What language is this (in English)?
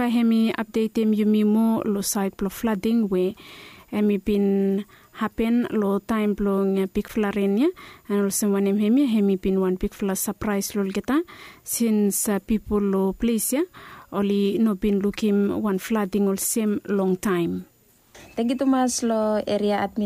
Bislama